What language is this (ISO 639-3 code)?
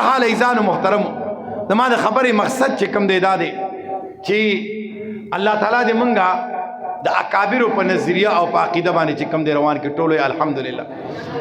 pus